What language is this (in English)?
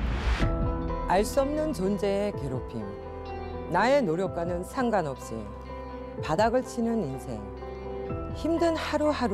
Korean